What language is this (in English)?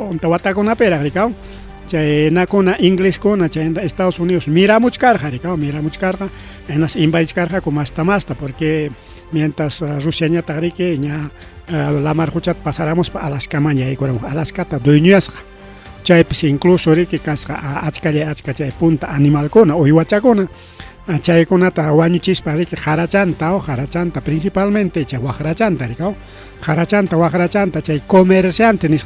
Ayacucho Quechua